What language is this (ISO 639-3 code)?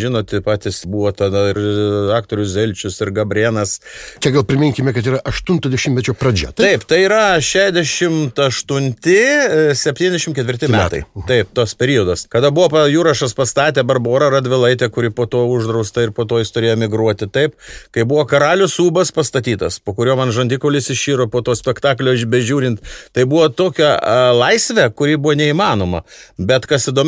lit